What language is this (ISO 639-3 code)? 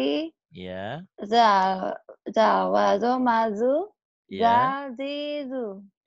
ind